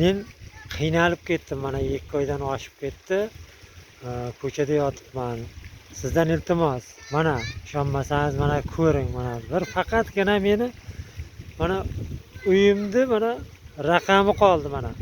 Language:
Uzbek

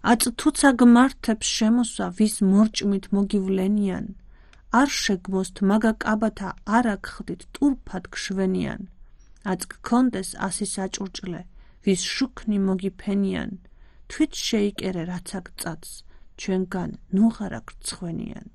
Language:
Georgian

